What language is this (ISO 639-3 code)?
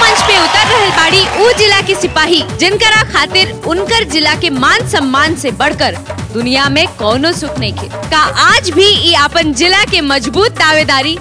bho